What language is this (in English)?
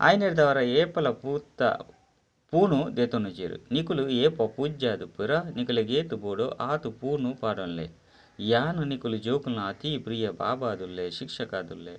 Tulu